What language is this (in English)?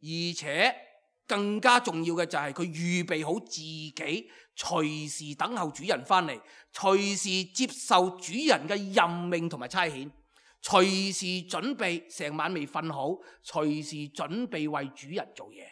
Cantonese